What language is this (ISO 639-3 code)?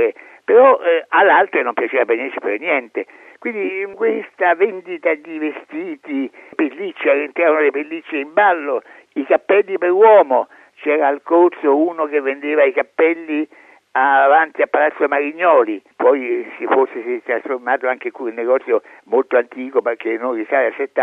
ita